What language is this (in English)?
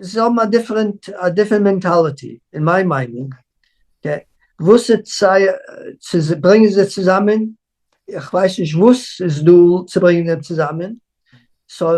Yiddish